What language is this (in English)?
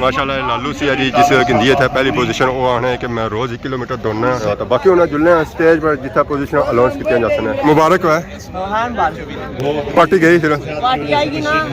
Pahari-Potwari